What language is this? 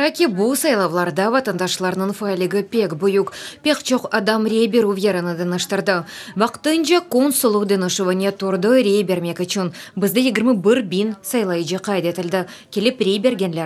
Crimean Tatar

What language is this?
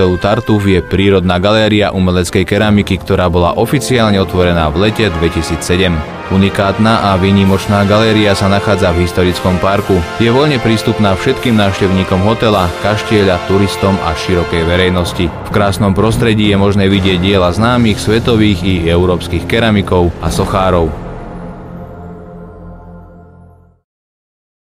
Slovak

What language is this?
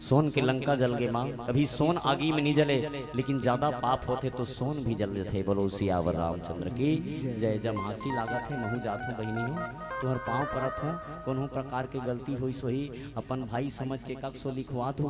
Chhattisgarhi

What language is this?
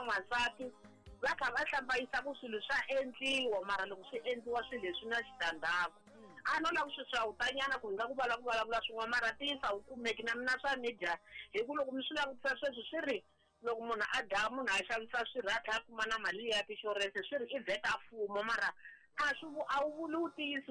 Tsonga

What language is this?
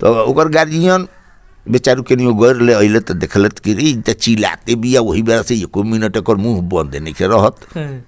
Bhojpuri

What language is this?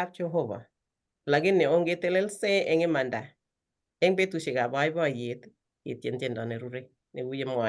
Kalenjin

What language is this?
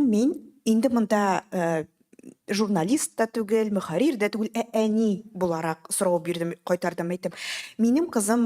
Tatar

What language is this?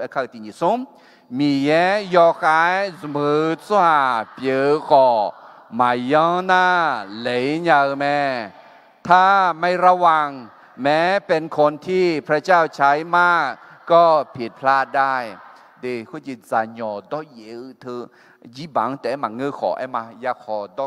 Akha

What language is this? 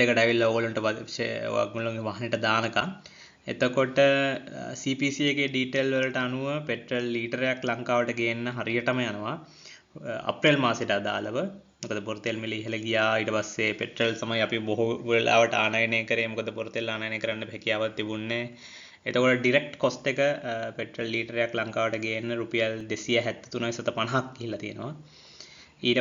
Sinhala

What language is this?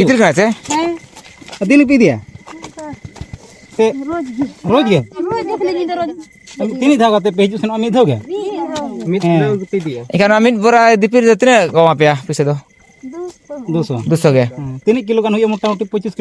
Santali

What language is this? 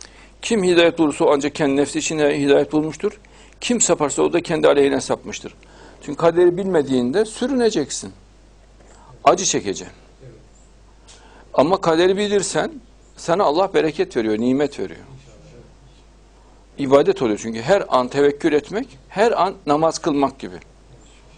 Turkish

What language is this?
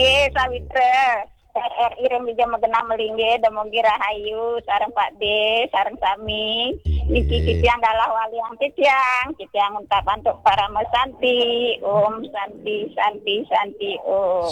Balinese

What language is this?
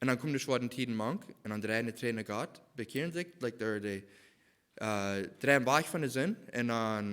Plautdietsch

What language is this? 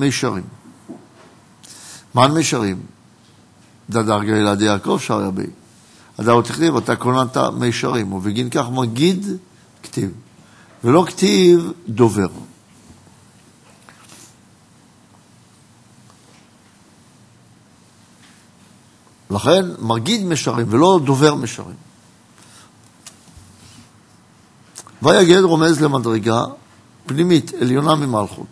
Hebrew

